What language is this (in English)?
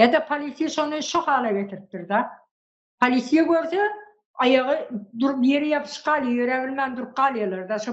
Turkmen